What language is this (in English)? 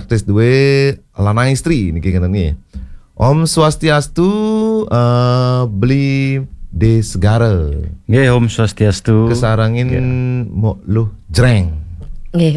Balinese